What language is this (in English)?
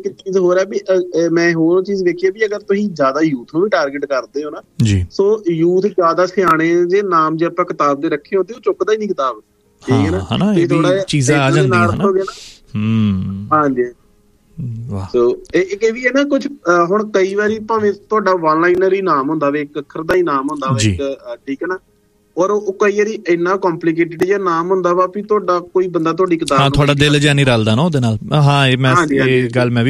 Punjabi